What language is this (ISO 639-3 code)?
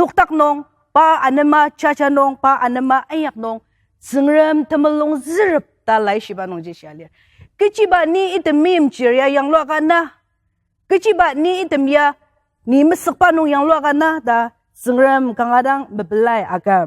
njo